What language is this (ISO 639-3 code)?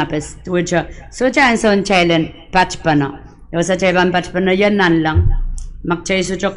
pon